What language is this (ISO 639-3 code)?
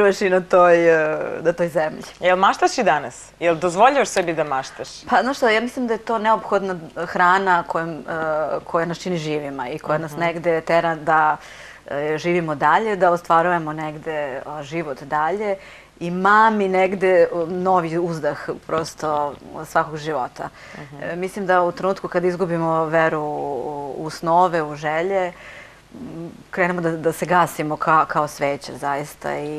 srp